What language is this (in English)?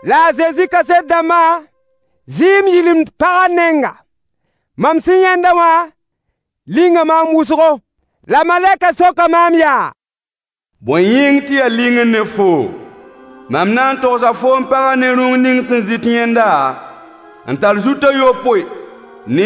Mossi